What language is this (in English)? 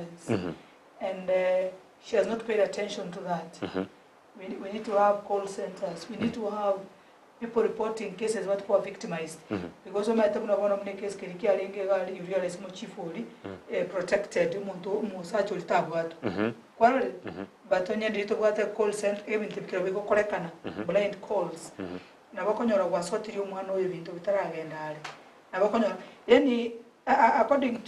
Gusii